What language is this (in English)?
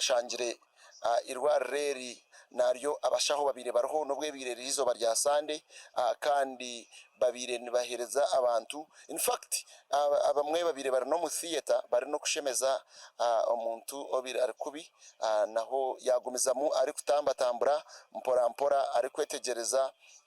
Nyankole